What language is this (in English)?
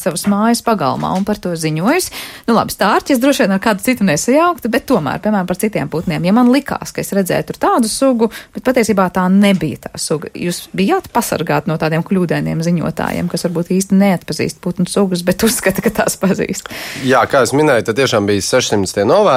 Latvian